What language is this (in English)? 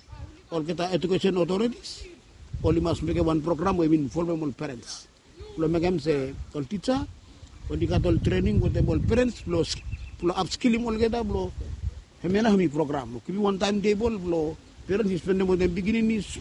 Bislama